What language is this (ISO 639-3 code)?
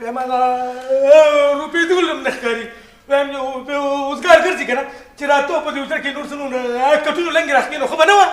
pus